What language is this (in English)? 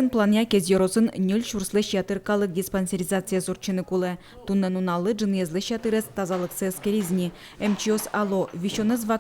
Udmurt